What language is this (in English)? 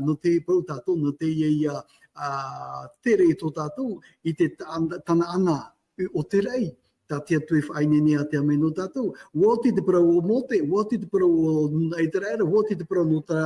Tahitian